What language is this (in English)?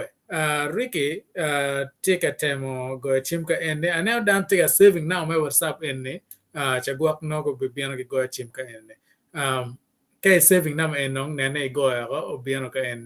Acoli